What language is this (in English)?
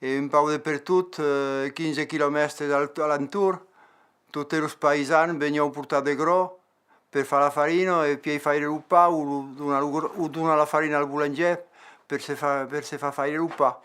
Occitan